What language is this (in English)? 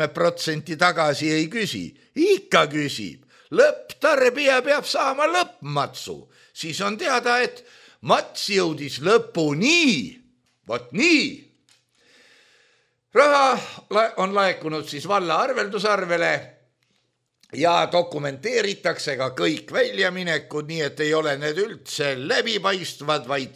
Estonian